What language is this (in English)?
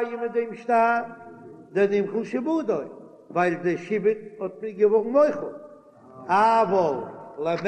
Yiddish